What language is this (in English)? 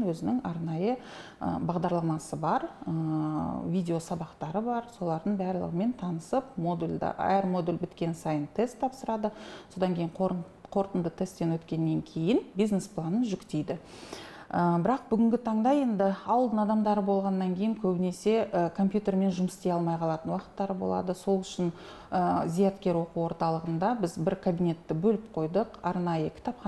Kazakh